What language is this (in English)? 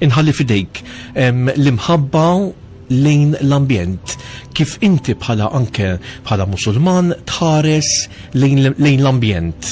Maltese